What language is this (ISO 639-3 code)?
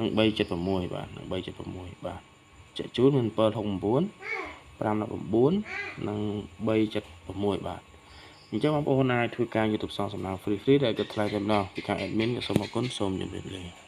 khm